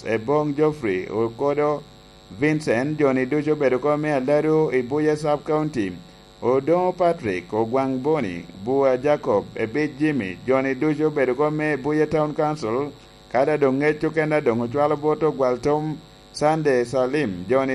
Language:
Lango (Uganda)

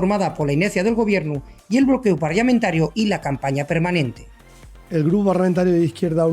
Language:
Asturian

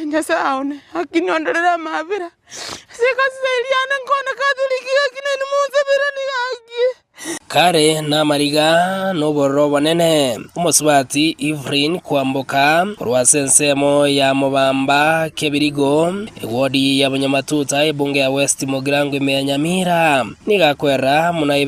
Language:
Gusii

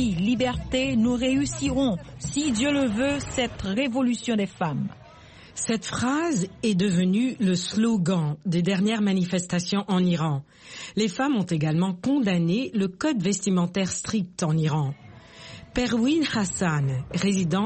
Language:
French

